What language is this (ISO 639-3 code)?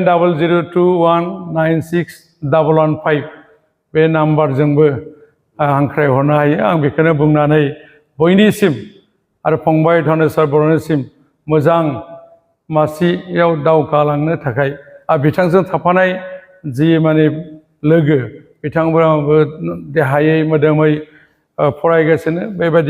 brx